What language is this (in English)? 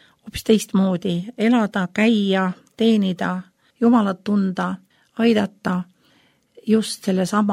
Estonian